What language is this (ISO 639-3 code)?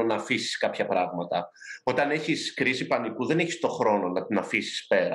ell